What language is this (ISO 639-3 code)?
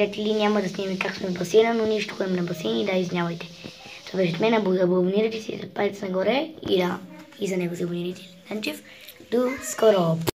bul